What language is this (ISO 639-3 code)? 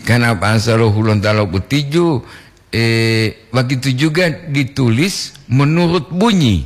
gor